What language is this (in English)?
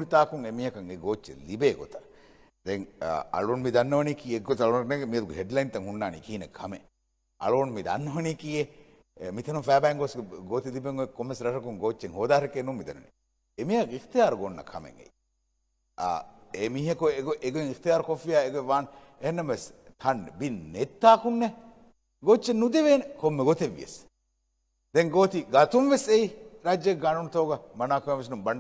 Divehi